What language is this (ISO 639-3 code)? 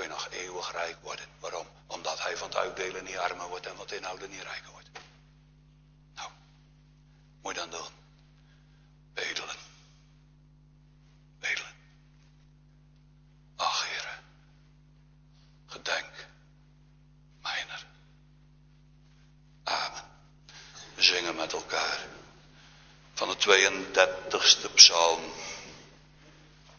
nld